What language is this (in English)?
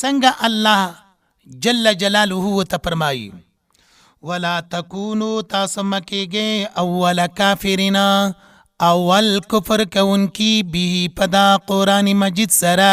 Pashto